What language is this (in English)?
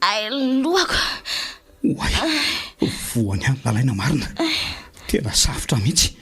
Malagasy